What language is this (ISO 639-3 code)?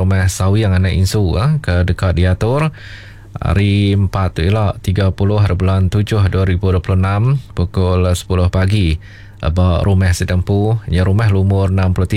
iba